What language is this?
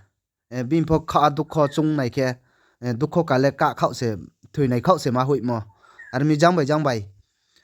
Riang (India)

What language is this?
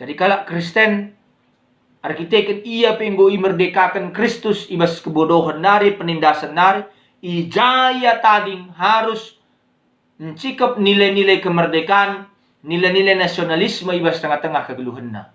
Batak Karo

